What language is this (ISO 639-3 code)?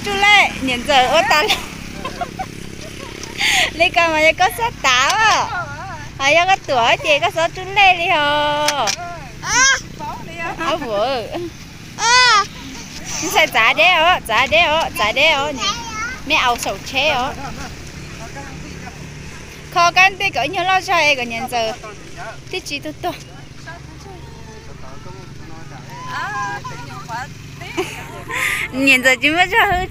vie